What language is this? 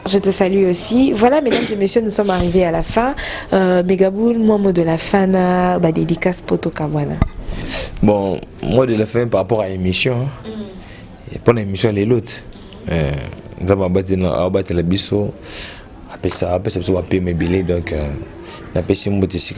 Lingala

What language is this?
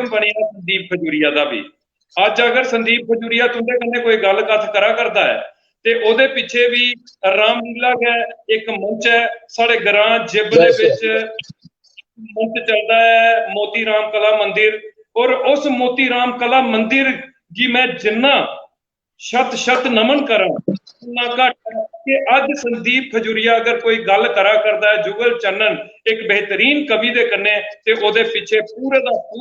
Dogri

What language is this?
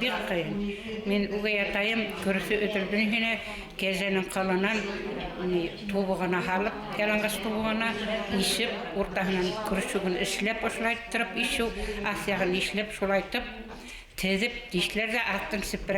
Bashkir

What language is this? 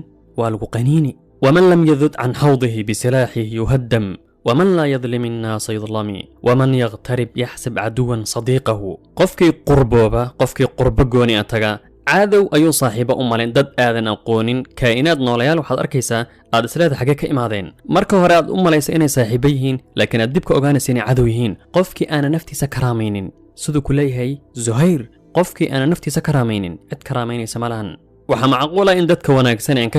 Somali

